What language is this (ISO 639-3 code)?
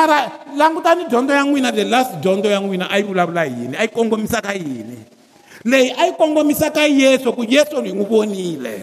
tso